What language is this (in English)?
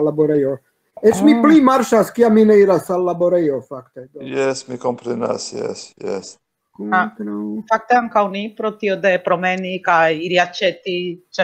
Esperanto